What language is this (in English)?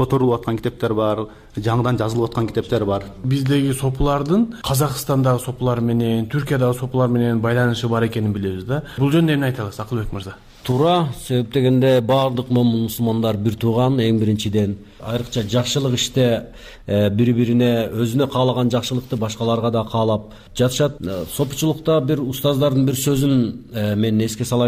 Kyrgyz